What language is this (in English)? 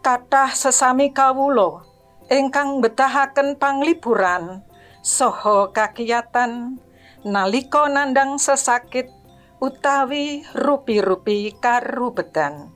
Javanese